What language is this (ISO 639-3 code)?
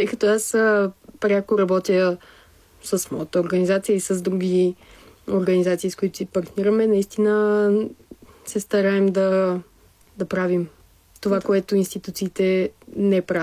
bul